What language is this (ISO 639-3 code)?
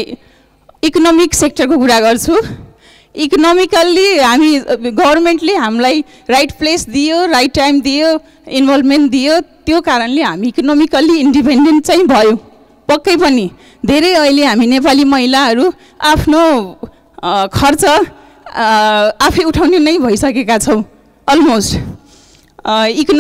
nep